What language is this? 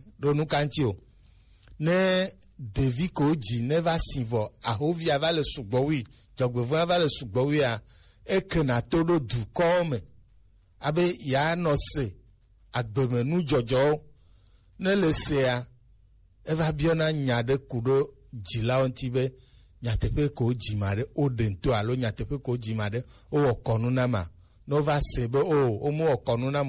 Gen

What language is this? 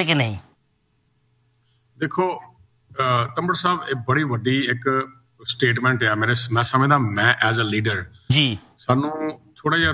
Punjabi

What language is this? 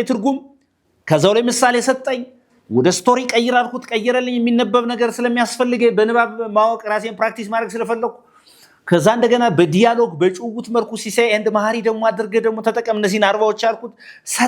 Amharic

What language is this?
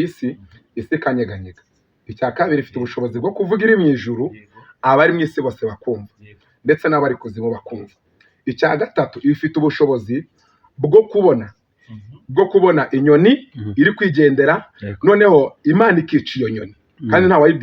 Kinyarwanda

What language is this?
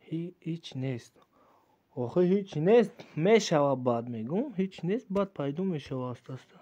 Tajik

